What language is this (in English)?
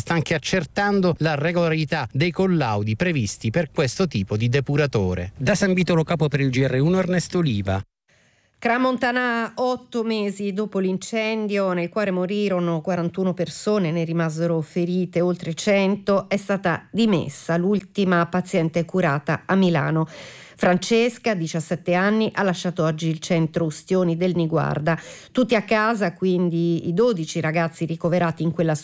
Italian